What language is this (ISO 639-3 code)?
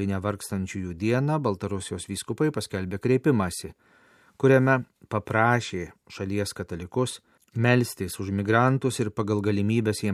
lit